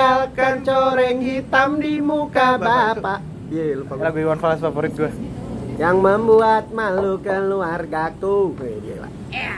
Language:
Indonesian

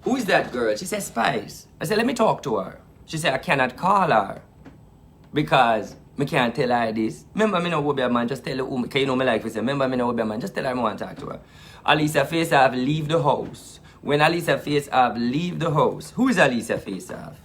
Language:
Jamaican Creole English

